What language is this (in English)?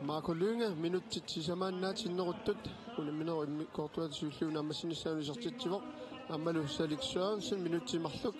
Kalaallisut